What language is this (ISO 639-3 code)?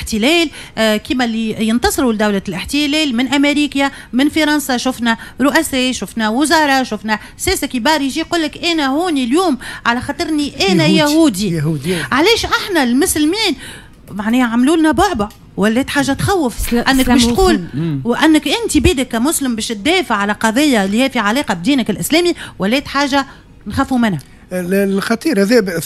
aeb